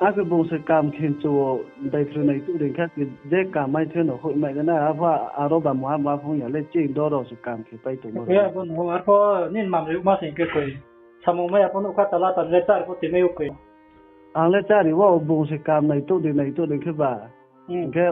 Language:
Riang (India)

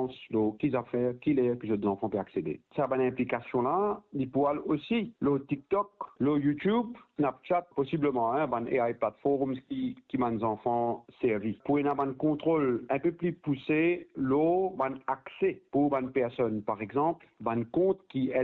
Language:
Morisyen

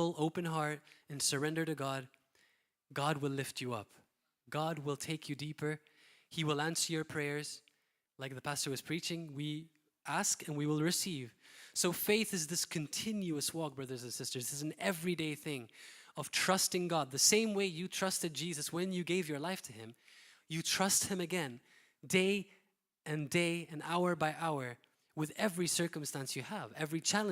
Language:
English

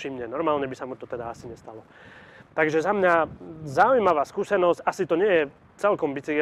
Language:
Slovak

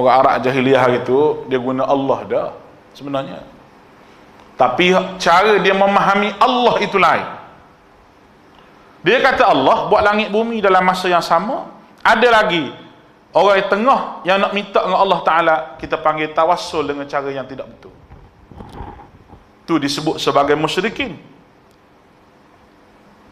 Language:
Malay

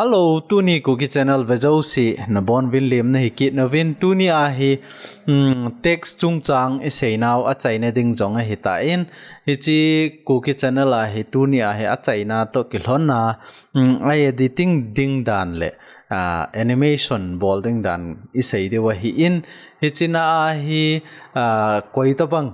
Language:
Thado Chin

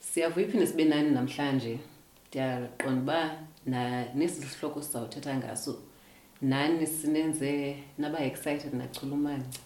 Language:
Xhosa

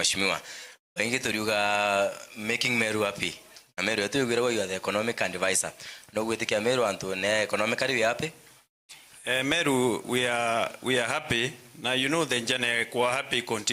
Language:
Meru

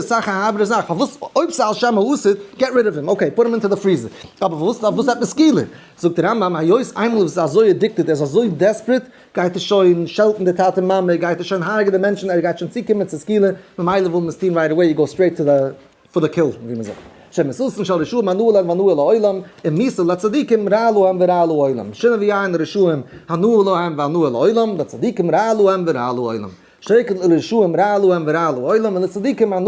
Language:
Yiddish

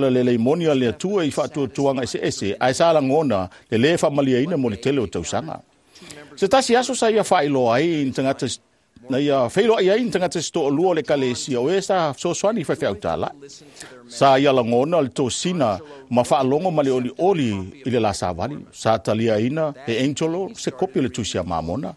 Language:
Samoan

